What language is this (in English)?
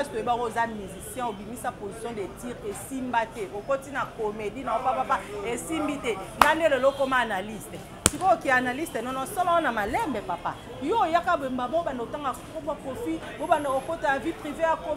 Lingala